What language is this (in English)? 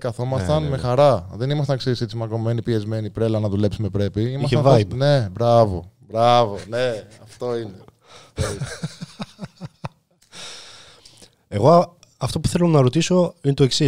Greek